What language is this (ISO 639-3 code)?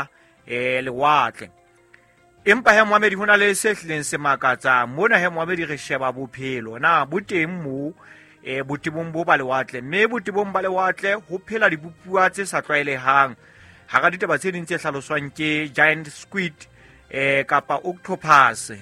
sot